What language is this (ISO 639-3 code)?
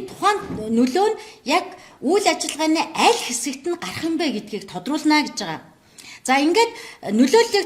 mon